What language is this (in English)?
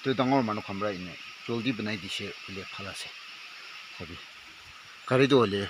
Naga Pidgin